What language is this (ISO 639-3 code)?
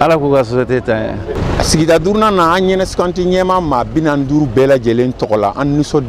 bam